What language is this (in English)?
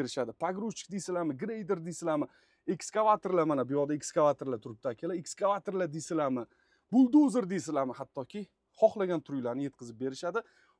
Uzbek